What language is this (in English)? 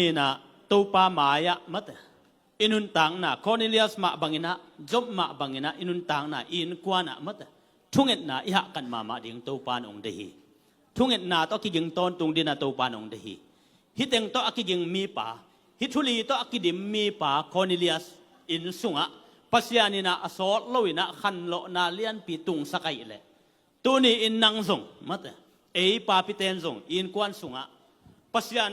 Tedim Chin